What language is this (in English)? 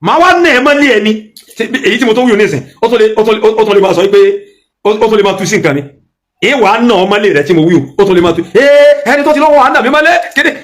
Yoruba